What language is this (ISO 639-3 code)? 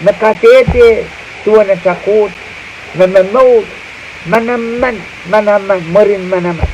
pon